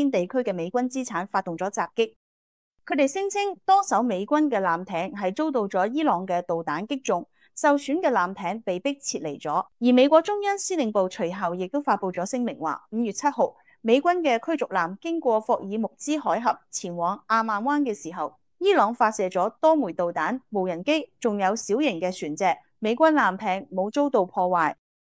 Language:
Cantonese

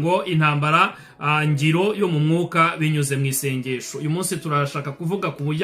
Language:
Kinyarwanda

